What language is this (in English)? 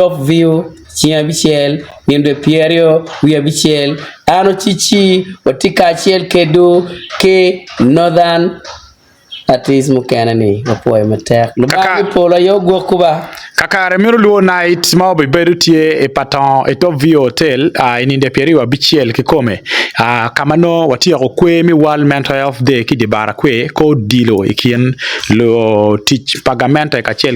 Acoli